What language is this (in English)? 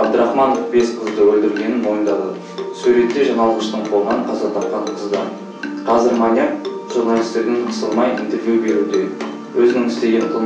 Kazakh